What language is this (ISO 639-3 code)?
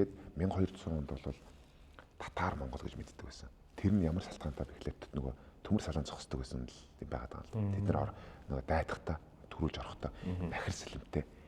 mon